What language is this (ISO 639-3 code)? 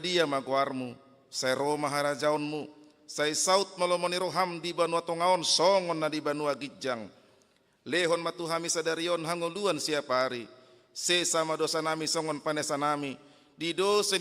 bbc